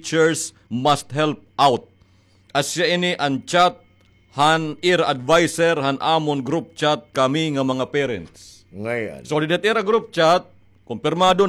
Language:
Waray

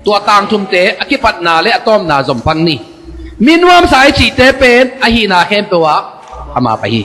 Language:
Tedim Chin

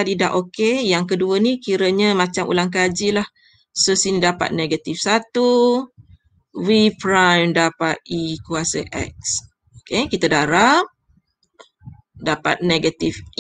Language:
Malay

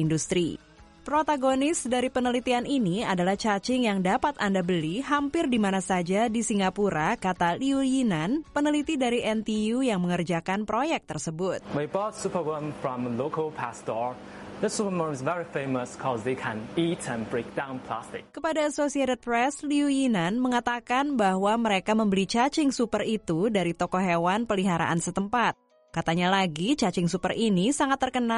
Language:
Indonesian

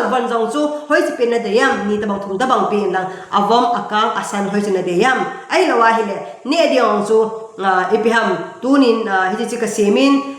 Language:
Thado Chin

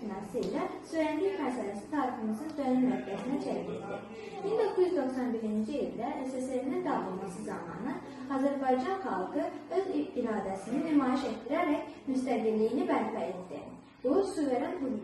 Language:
Azerbaijani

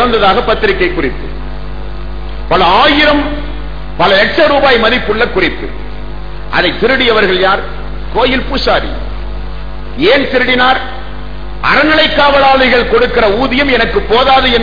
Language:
Tamil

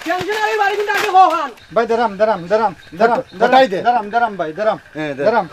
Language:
Sylheti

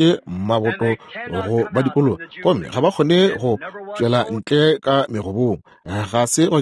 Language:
Northern Sotho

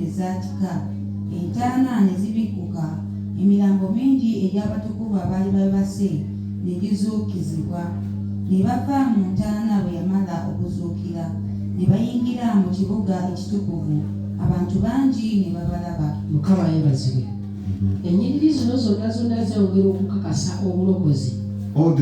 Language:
Ganda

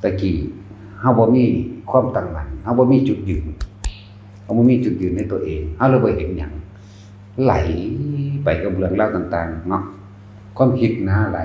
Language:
Northeastern Thai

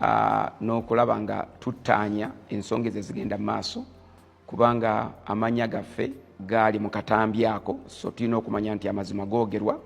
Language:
Ganda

